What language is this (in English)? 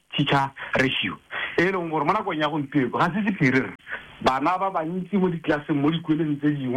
Tswana